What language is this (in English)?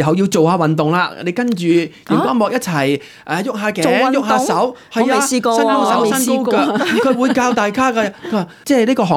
Cantonese